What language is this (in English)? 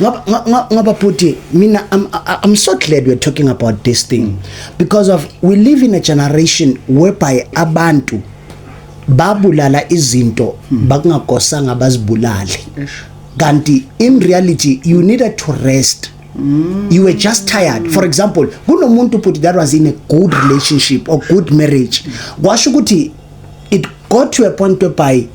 Zulu